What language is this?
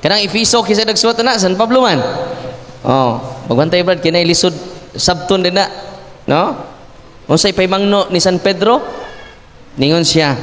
Cebuano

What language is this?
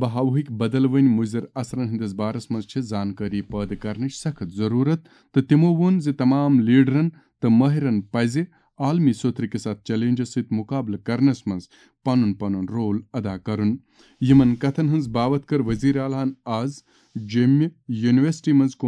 Kashmiri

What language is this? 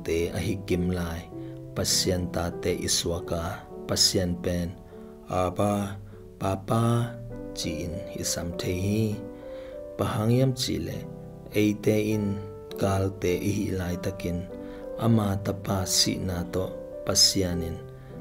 Tedim Chin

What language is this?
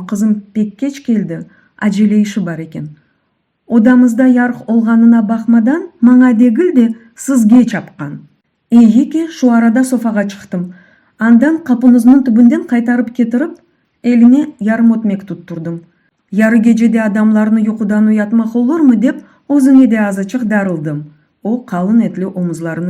Crimean Tatar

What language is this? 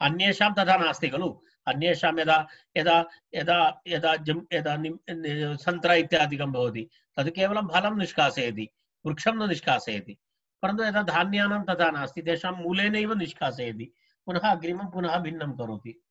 Sanskrit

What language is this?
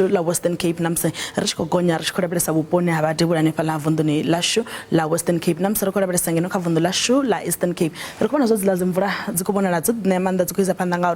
Venda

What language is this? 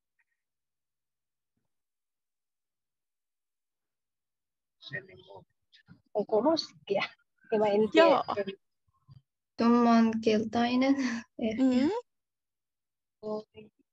Finnish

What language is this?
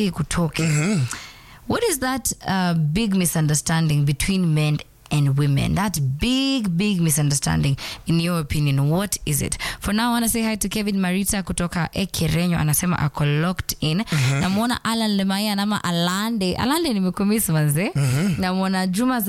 Swahili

